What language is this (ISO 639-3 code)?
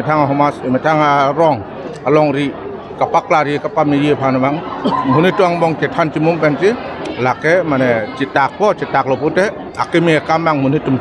mjw